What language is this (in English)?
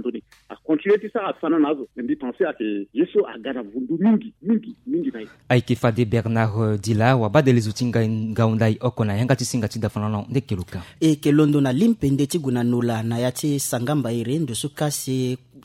Sango